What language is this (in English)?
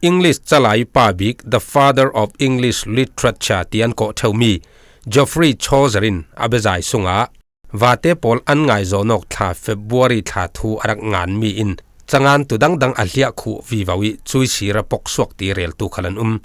Falam Chin